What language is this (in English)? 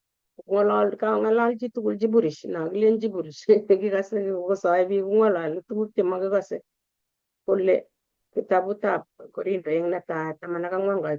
Kalenjin